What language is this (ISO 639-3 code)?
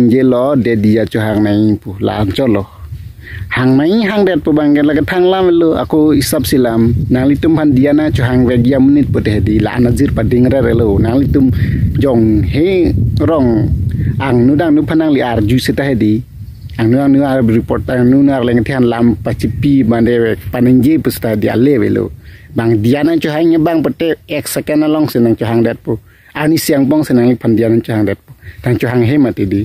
mjw